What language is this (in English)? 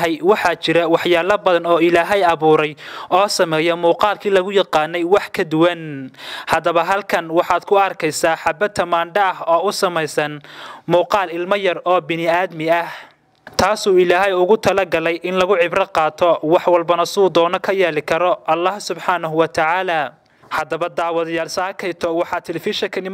Somali